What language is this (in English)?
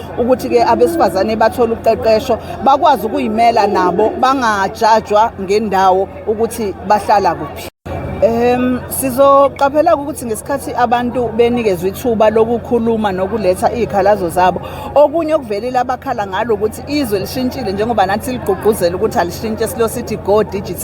Zulu